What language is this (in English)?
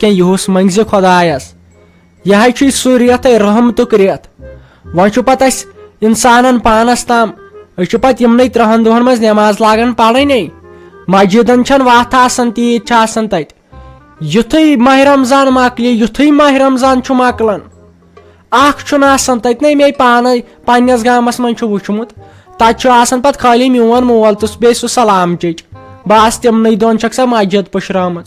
Kashmiri